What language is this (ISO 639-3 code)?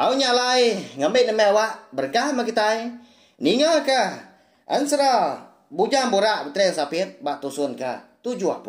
iba